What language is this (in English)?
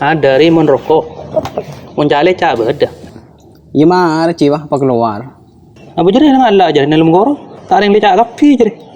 Madurese